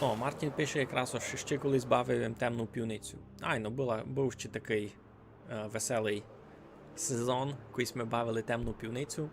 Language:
Rusyn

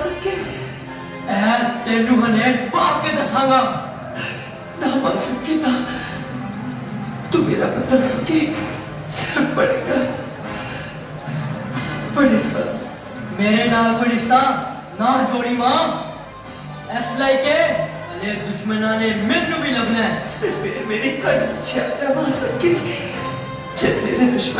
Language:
Punjabi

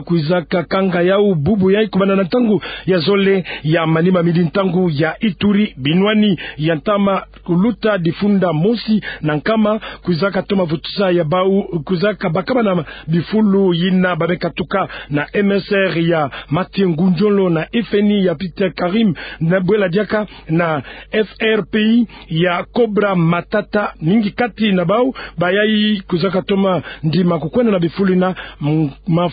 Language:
Kituba (Democratic Republic of Congo)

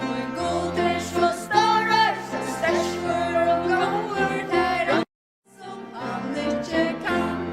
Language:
Faroese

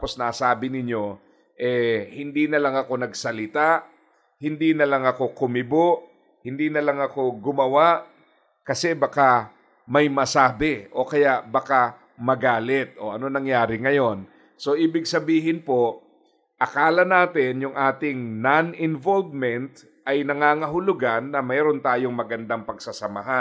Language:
Filipino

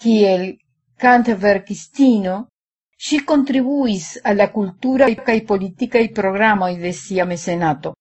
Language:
Esperanto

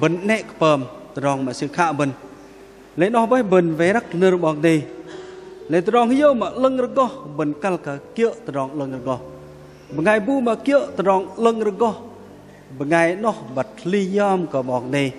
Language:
Bahnar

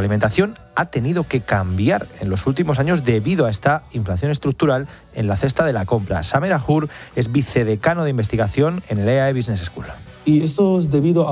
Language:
Spanish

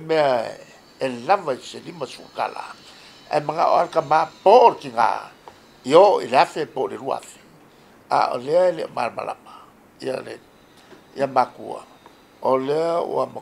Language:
Samoan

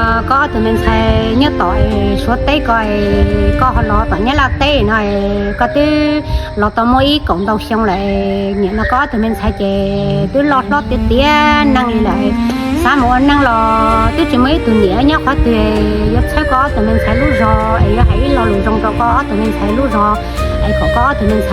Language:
Hmong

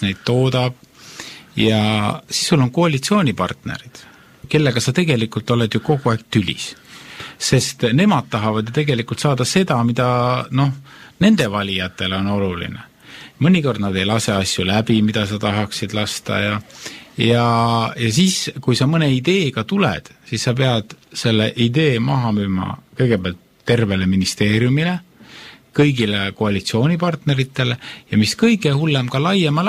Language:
Estonian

